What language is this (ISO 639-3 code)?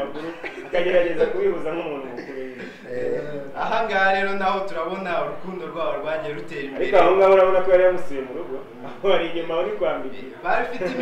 kin